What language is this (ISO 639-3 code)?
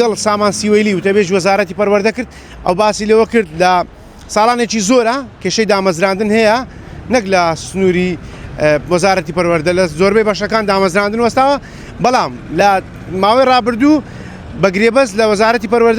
ckb